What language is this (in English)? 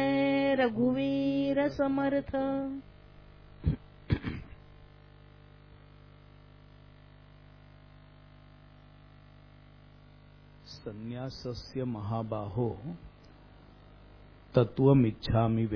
Marathi